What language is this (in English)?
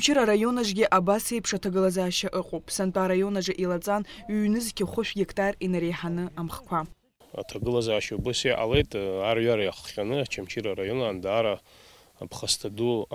Abkhazian